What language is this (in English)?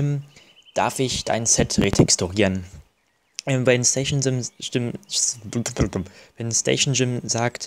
German